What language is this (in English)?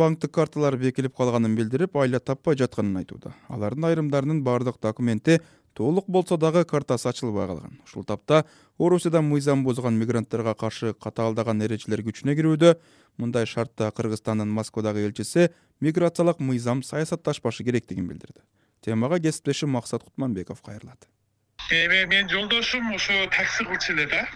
Kyrgyz